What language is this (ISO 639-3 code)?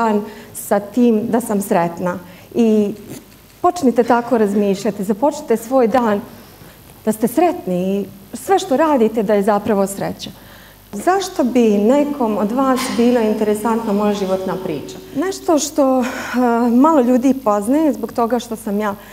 bos